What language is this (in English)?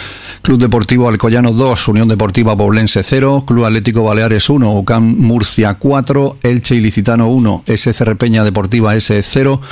Spanish